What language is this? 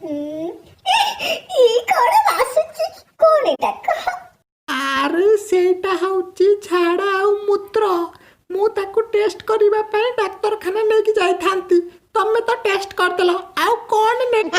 Odia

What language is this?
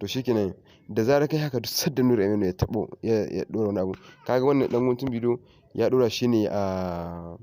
Hausa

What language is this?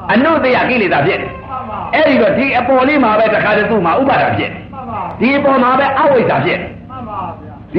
Burmese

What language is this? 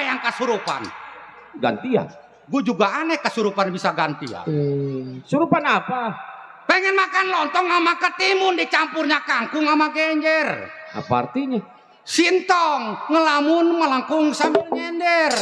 Betawi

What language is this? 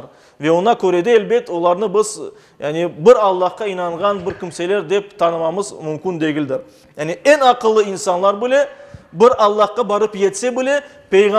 Crimean Tatar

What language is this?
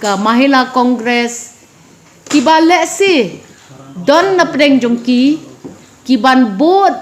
Khasi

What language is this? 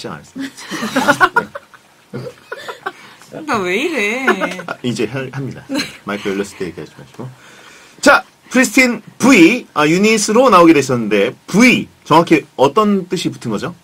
Korean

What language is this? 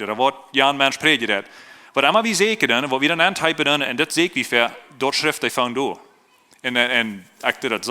Plautdietsch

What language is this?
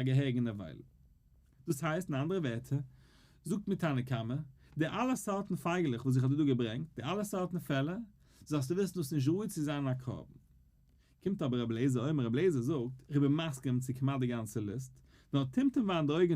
Yiddish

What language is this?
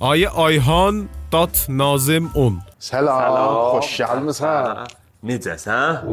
South Azerbaijani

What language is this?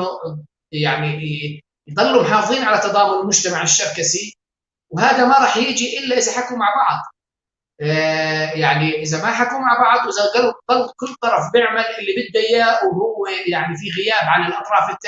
North Levantine Arabic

